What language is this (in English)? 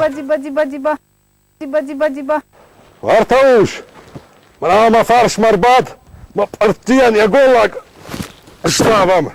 Ossetic